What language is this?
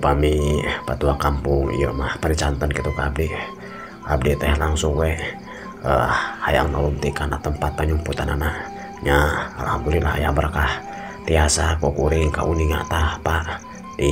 Sundanese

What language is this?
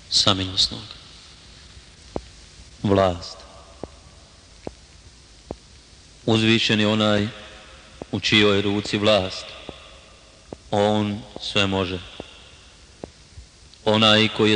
Bosnian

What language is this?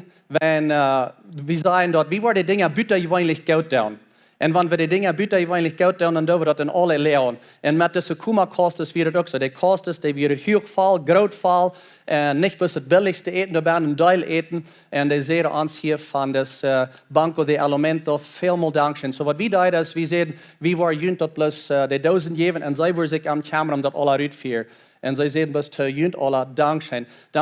Plautdietsch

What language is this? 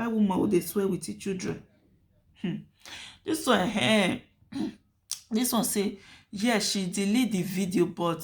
Nigerian Pidgin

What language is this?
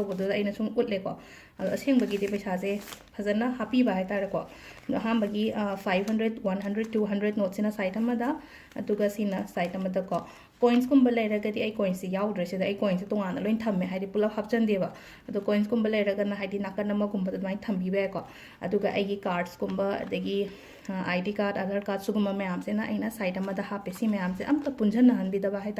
Manipuri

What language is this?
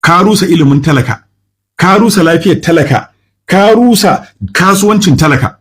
Hausa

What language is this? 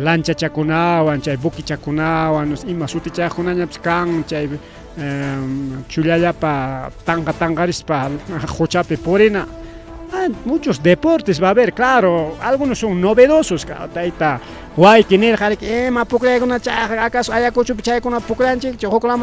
Ayacucho Quechua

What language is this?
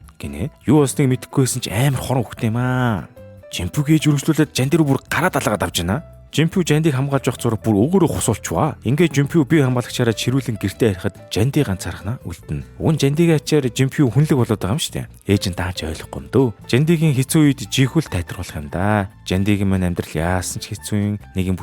Mongolian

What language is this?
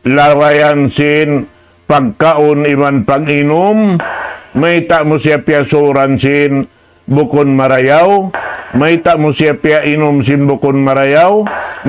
Tausug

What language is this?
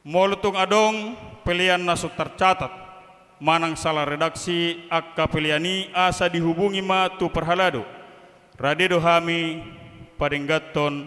Batak Toba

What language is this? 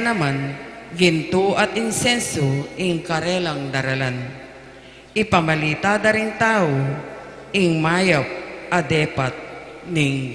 Pampanga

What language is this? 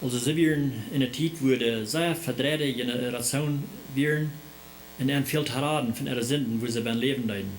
Plautdietsch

